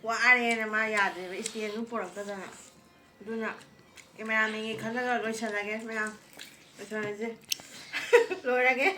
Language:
Manipuri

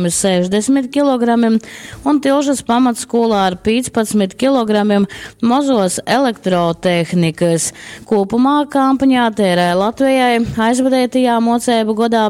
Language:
Latgalian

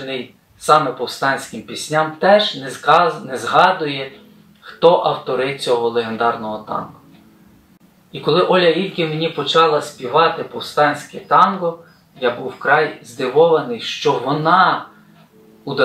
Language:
Ukrainian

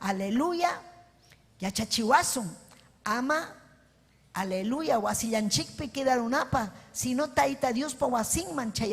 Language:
Ayacucho Quechua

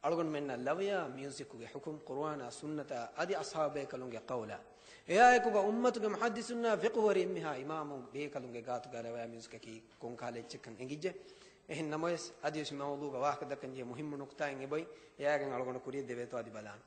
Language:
Divehi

